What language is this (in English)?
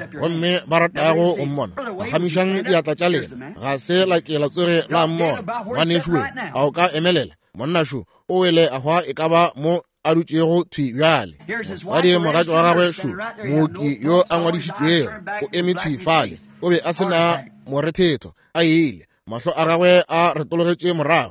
Northern Sotho